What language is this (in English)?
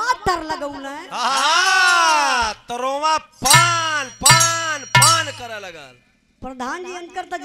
Bhojpuri